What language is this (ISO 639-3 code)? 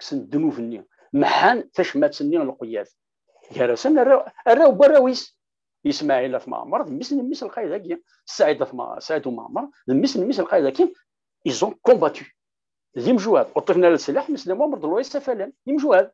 kab